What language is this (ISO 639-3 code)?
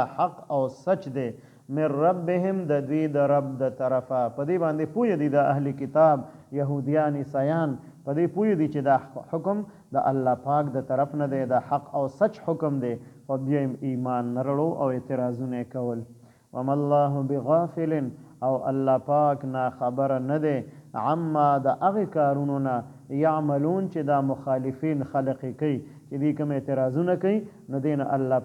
pus